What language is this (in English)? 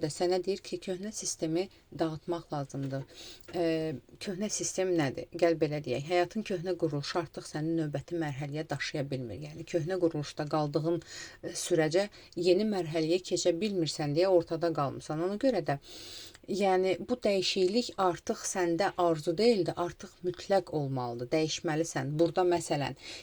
Azerbaijani